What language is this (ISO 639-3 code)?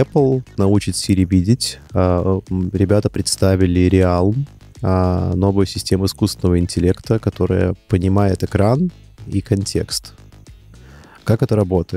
rus